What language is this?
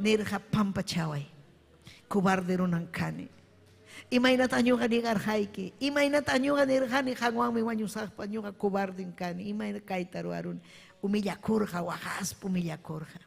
Ayacucho Quechua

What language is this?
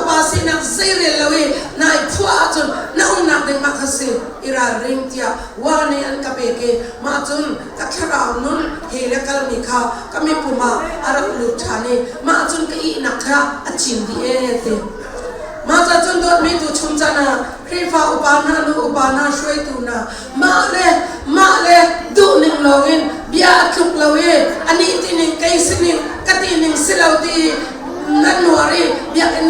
Hakha Chin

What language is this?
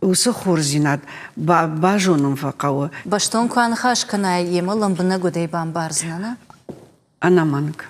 Ossetic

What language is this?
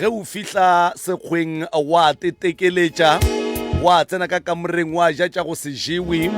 Northern Sotho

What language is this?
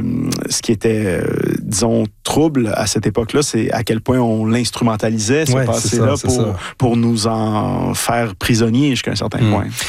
French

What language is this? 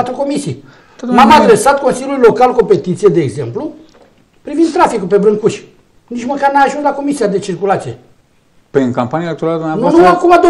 Romanian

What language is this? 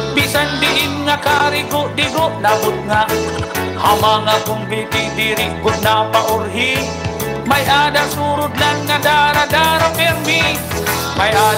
Waray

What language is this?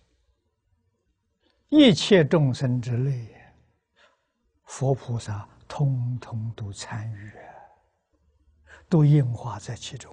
Chinese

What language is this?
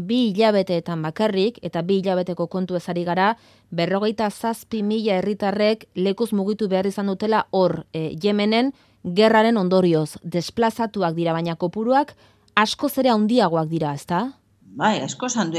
Basque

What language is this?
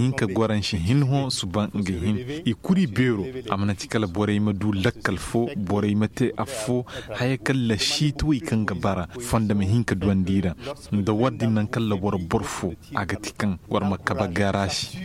Koyraboro Senni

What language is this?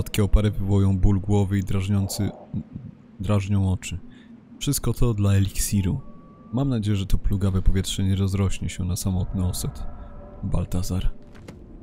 Polish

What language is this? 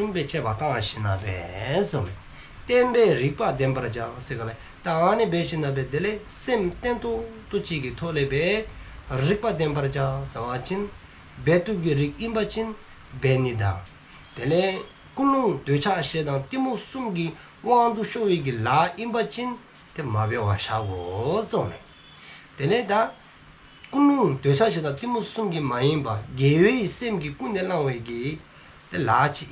Dzongkha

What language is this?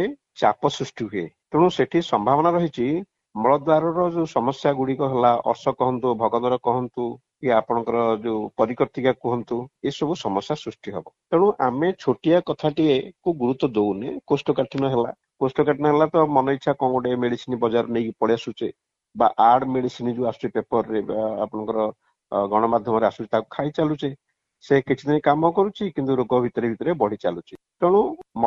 Odia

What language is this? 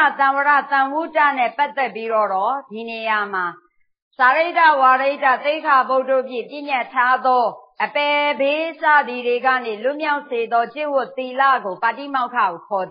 Burmese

